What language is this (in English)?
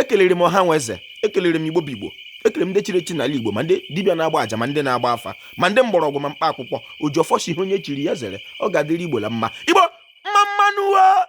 Igbo